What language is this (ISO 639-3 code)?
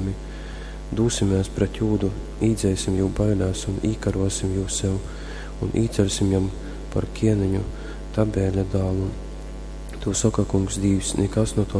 ltg